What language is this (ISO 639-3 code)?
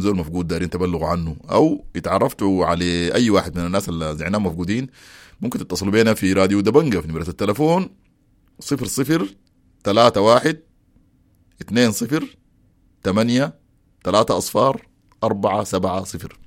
apd